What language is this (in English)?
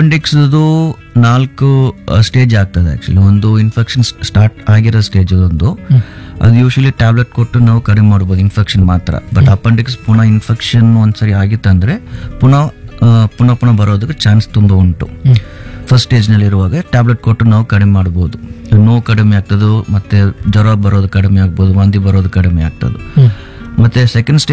Kannada